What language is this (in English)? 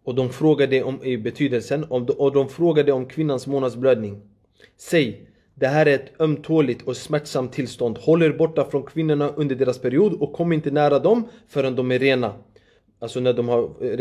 Swedish